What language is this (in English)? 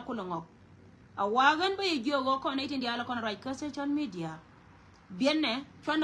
Nuer